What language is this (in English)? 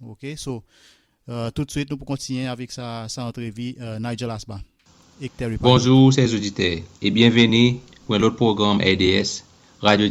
Seselwa Creole French